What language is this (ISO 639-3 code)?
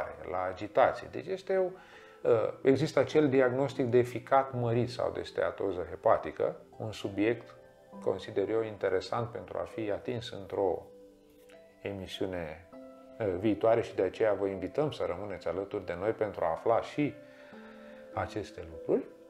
ron